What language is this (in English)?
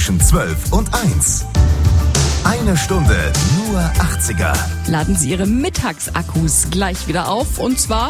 German